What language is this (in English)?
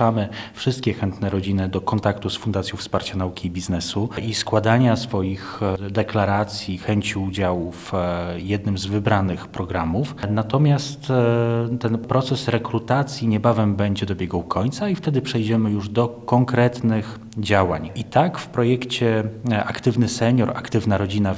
Polish